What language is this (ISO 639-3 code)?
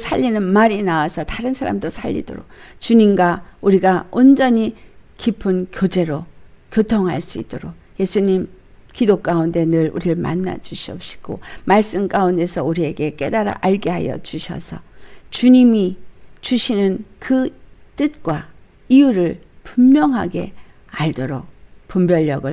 kor